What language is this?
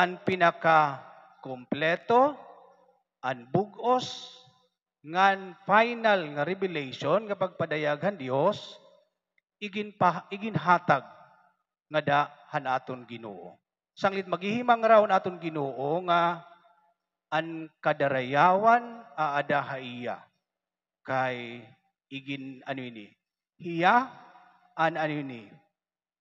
Waray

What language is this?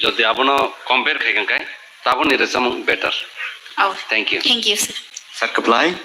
Kok Borok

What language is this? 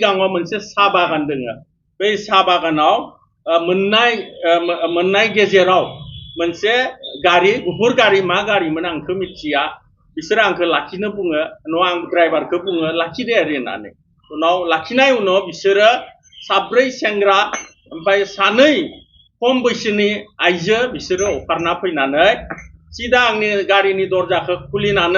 Bodo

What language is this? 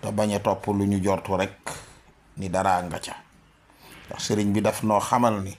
Wolof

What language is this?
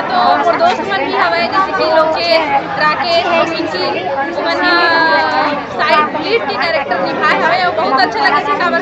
Chhattisgarhi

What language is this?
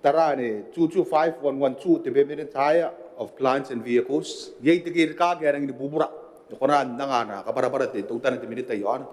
Gilbertese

